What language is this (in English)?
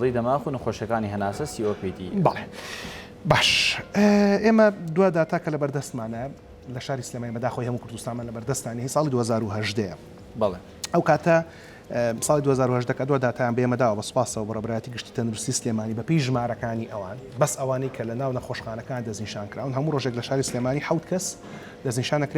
Central Kurdish